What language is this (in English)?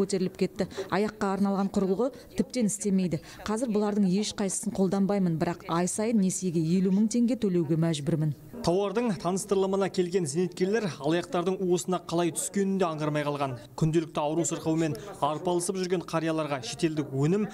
Kazakh